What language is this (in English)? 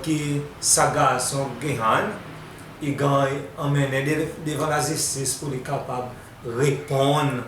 Seselwa Creole French